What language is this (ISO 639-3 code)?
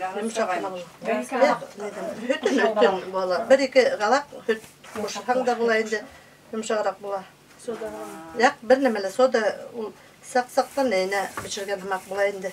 bak